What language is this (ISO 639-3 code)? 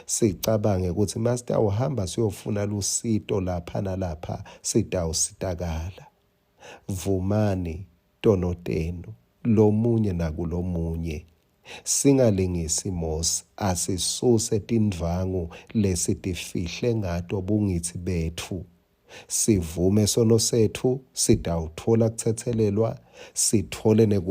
ssw